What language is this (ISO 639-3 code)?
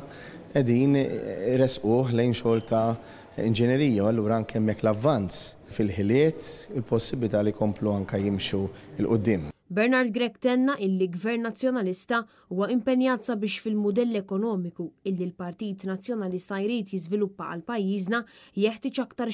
mlt